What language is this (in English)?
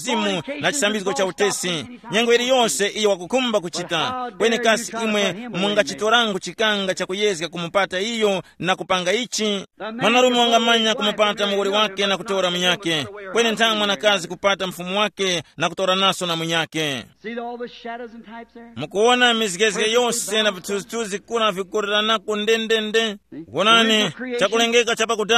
Tumbuka